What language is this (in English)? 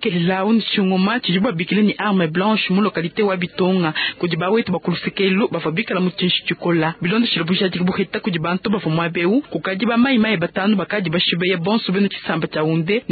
Luba-Lulua